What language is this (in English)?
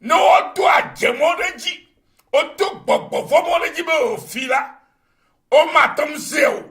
Ewe